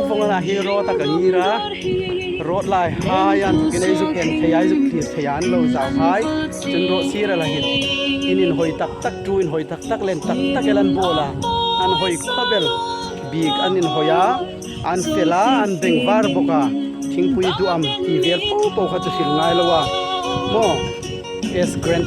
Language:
Hmar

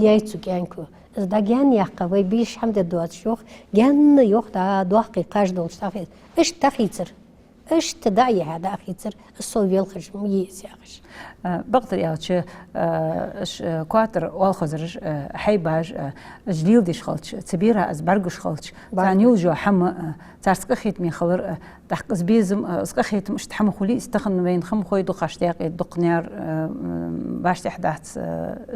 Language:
Ingush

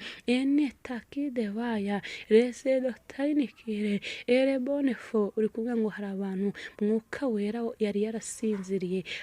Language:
Kinyarwanda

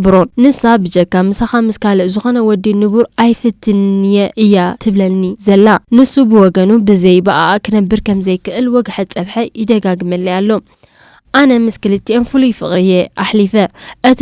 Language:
Tigrinya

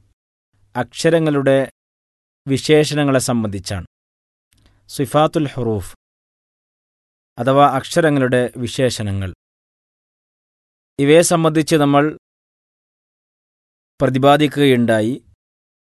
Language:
Malayalam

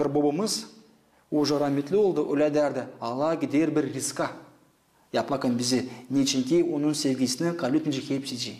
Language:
Gagauz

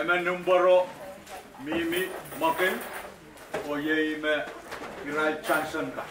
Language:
Pohnpeian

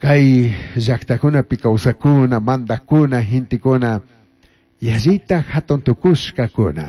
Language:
Chimborazo Highland Quichua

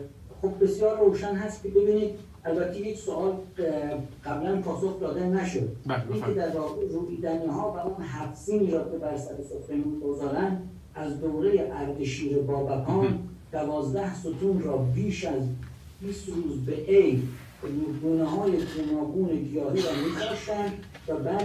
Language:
Persian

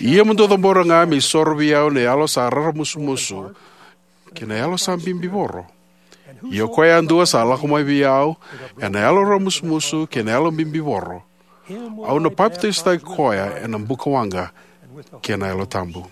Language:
Fijian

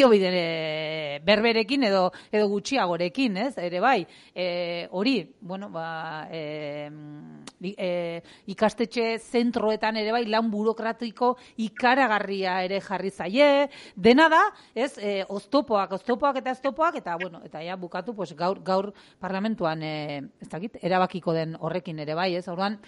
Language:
Basque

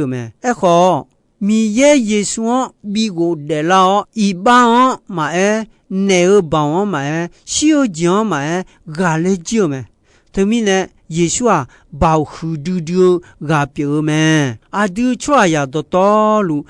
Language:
Akha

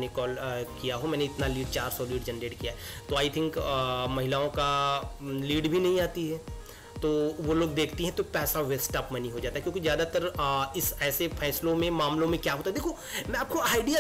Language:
Hindi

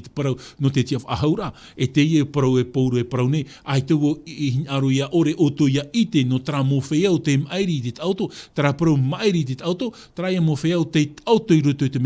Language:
Tahitian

